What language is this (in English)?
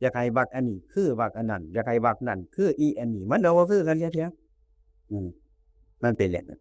Northeastern Thai